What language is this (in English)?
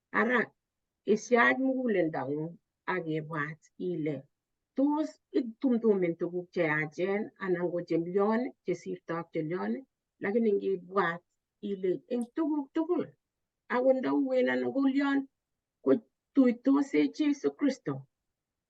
Kalenjin